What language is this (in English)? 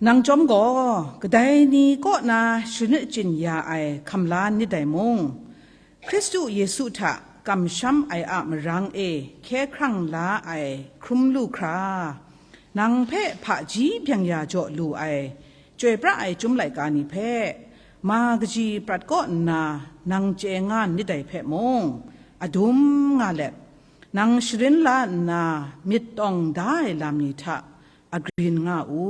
Kachin